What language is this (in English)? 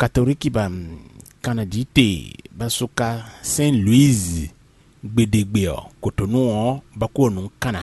Fon